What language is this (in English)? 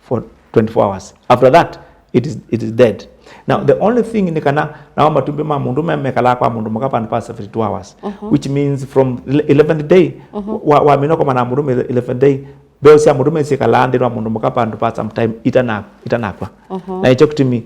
Kamba